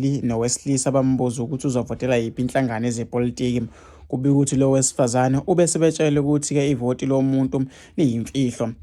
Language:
Zulu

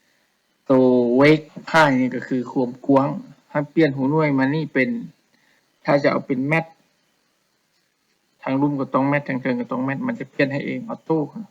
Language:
Lao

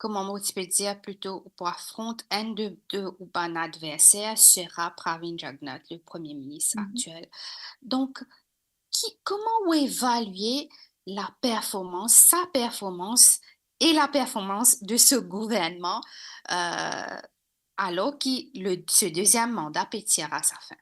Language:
Morisyen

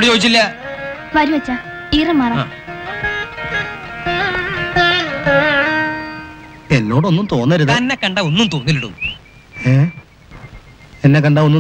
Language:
Malayalam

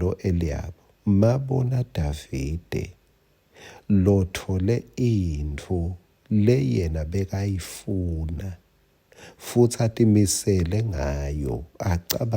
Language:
Swati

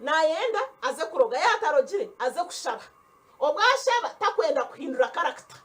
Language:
Nyankole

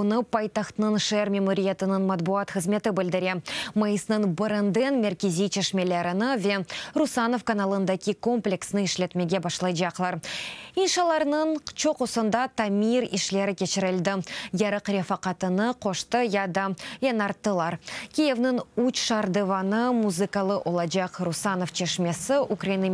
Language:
Crimean Tatar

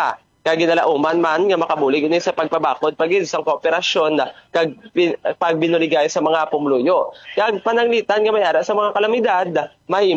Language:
Hiligaynon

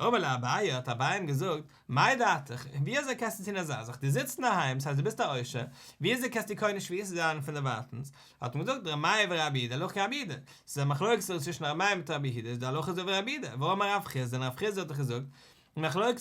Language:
Yiddish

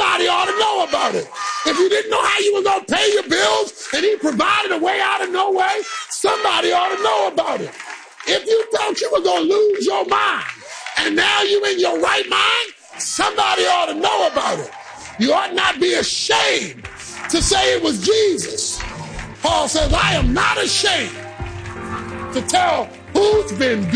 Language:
English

